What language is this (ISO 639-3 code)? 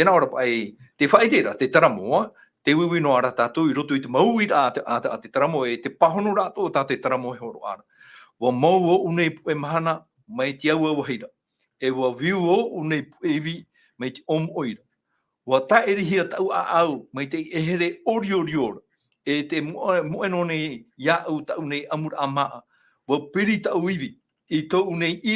tah